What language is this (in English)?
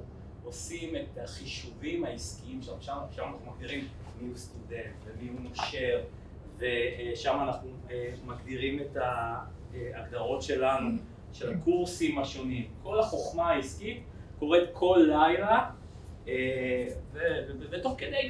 Hebrew